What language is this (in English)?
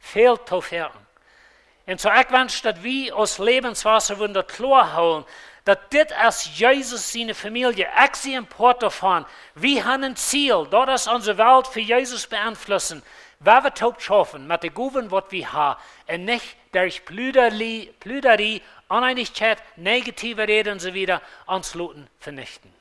Plautdietsch